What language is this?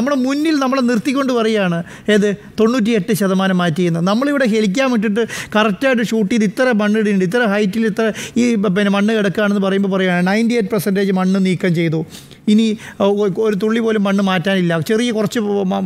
Malayalam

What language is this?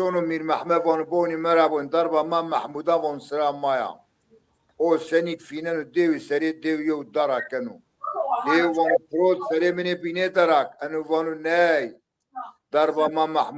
Zaza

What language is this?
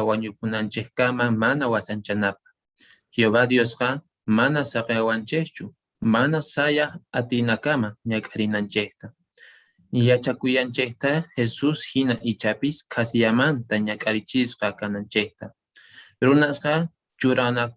Quechua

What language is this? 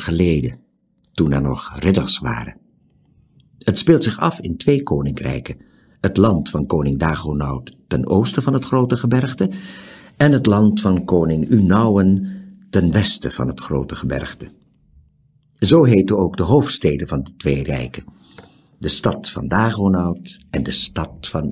Dutch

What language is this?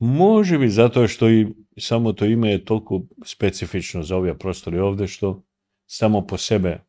Macedonian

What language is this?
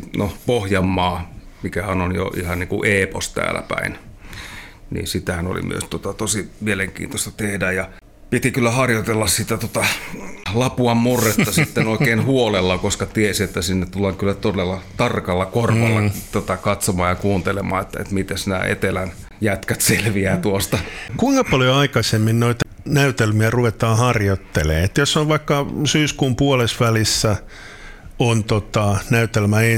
Finnish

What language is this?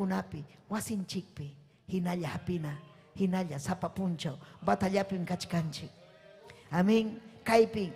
Ayacucho Quechua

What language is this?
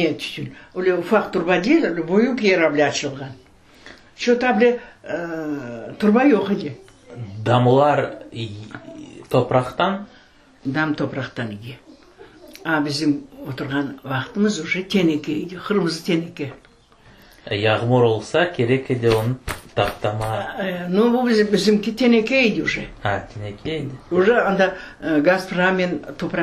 Crimean Tatar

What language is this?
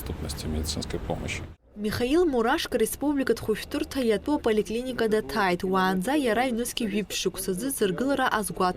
Abkhazian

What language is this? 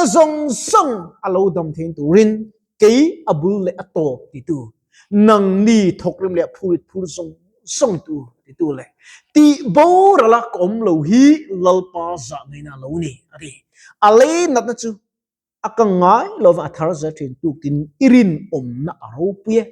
Mizo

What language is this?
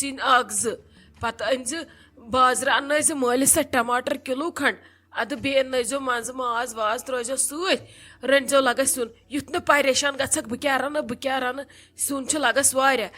Kashmiri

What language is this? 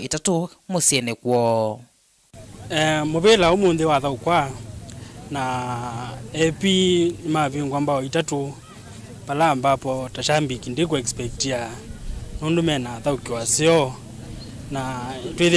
Kamba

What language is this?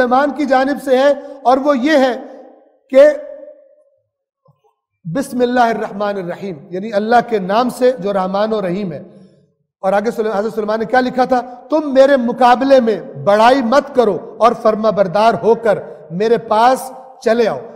Urdu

